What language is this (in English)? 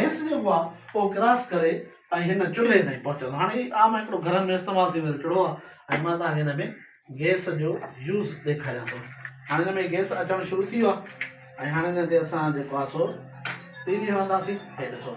Sindhi